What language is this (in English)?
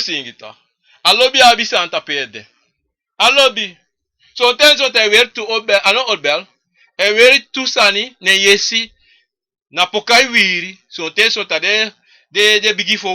Sranan Tongo